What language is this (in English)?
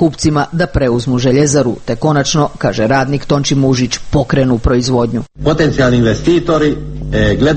Croatian